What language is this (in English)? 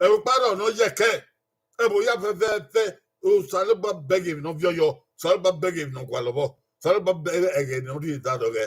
Bini